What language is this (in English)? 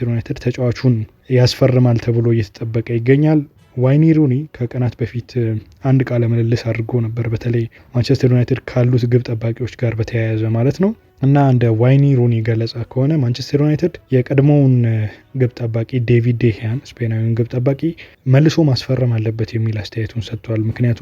Amharic